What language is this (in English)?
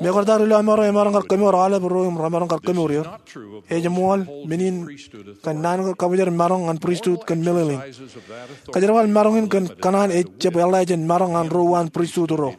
Marshallese